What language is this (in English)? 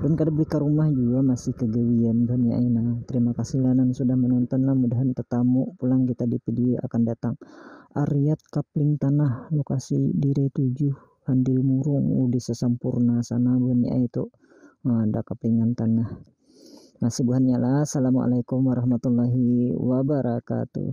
Banjar